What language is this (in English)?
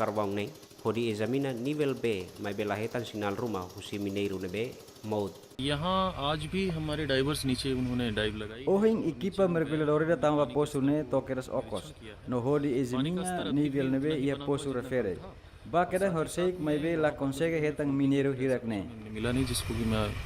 Tetum